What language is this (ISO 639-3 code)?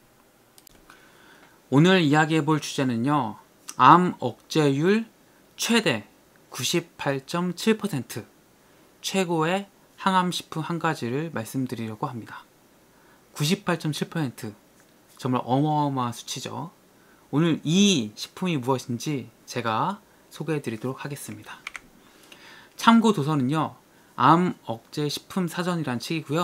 kor